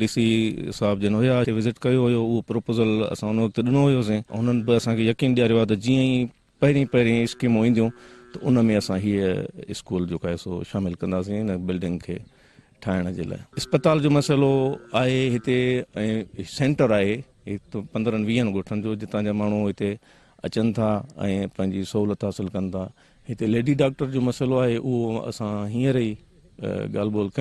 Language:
Sindhi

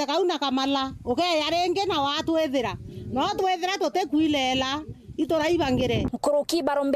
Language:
Meru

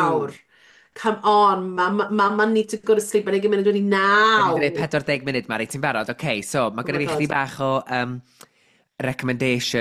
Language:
Welsh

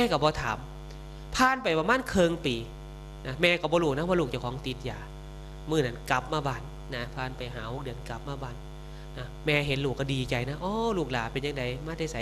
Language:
Northeastern Thai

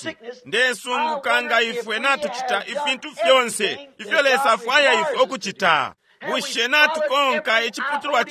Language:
Bemba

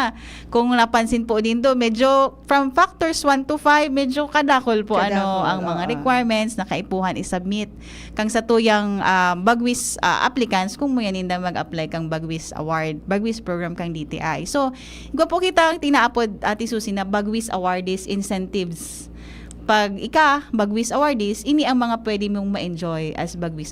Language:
Bikol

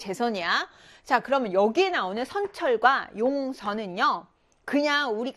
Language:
Korean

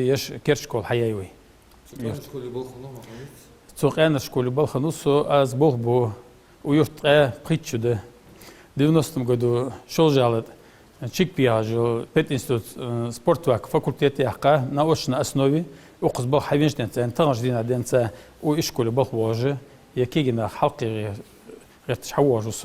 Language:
Ingush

